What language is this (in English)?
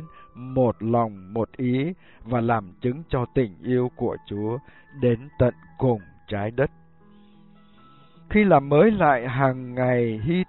Vietnamese